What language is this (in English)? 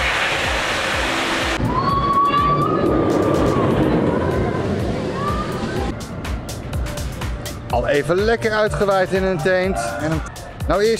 Dutch